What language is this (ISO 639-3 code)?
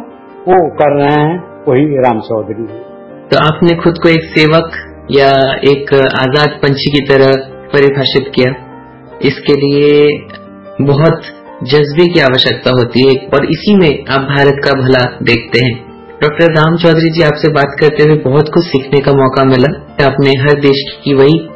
hin